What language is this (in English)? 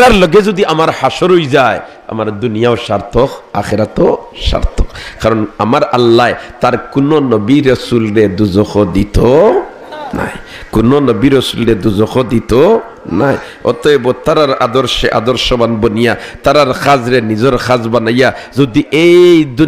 Sylheti